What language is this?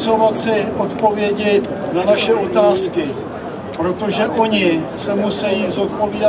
Czech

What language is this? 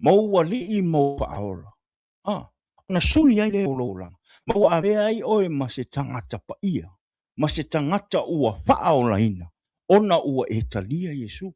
Samoan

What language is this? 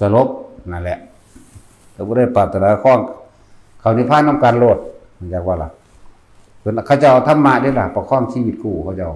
Northeastern Thai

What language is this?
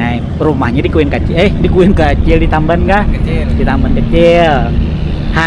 Banjar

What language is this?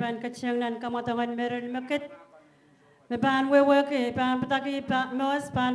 Pohnpeian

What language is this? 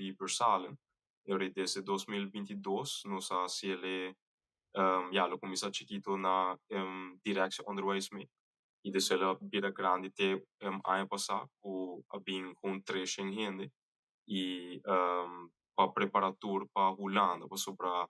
Papiamento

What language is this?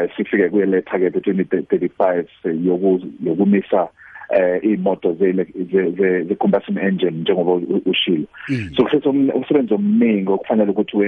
South Ndebele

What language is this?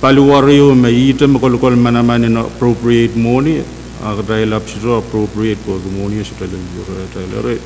Pohnpeian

